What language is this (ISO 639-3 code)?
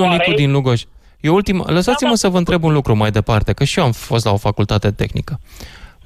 ron